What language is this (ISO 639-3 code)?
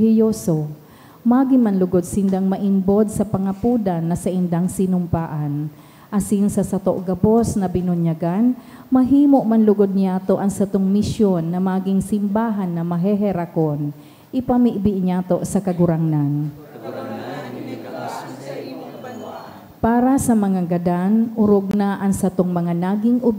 bik